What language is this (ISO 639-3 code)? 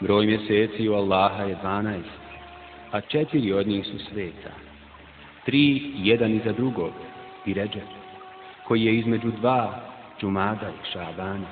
bos